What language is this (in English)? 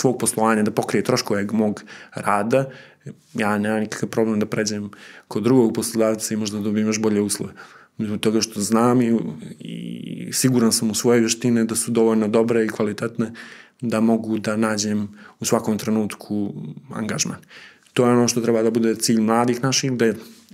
Serbian